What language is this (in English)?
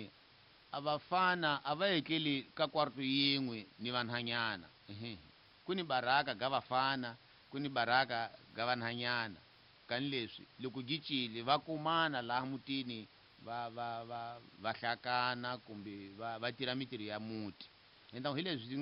Tsonga